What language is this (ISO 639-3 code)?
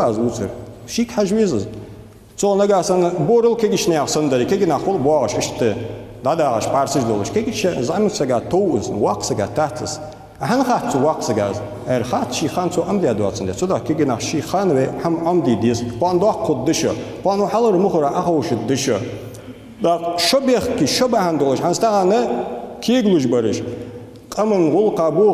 inh